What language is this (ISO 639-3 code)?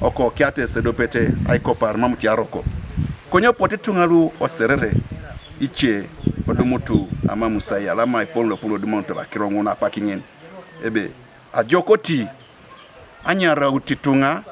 teo